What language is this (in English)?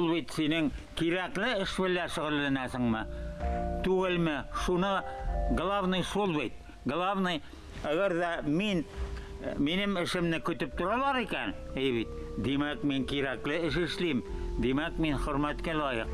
Tatar